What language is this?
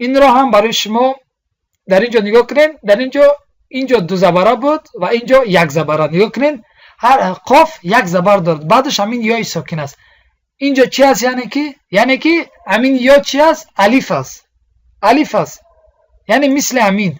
Tajik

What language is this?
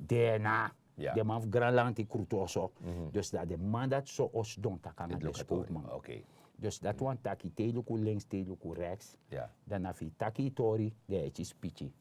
Sranan Tongo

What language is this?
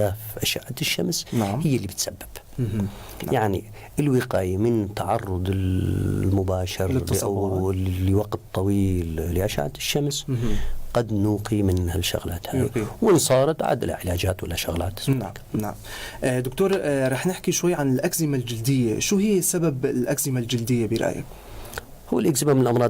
North Levantine Arabic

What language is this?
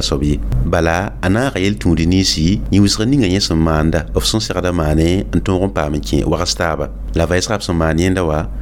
Mossi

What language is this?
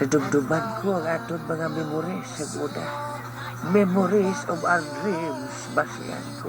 Hiligaynon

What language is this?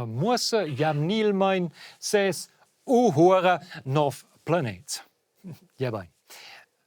Romansh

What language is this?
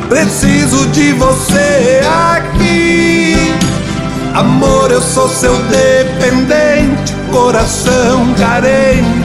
Portuguese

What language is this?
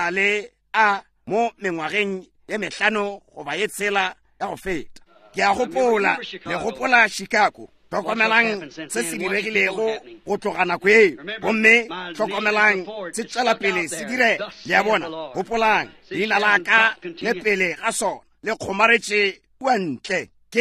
Northern Sotho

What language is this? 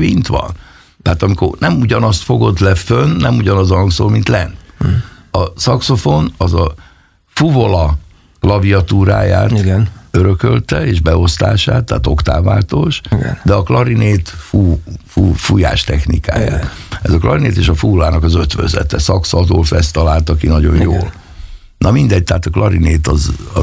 Hungarian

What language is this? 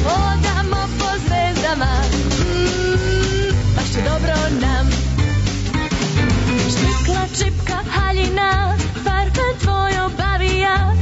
Serbian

